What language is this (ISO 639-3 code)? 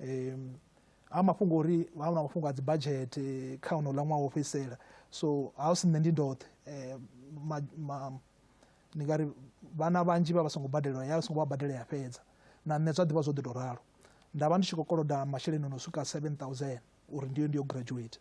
ven